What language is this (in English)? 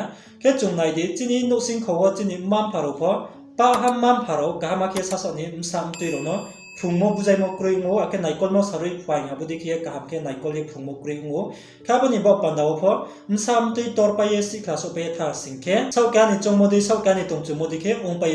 Riang (India)